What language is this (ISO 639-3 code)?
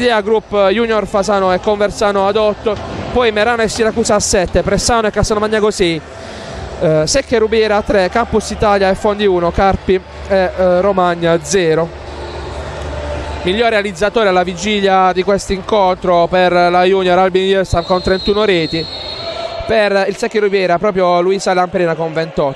ita